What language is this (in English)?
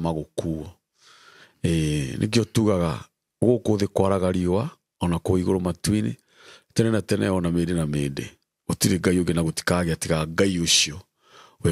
Kikuyu